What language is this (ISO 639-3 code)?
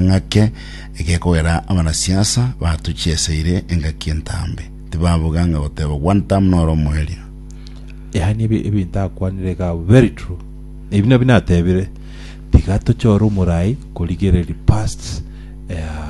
guz